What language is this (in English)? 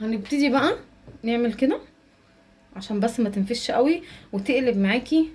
Egyptian Arabic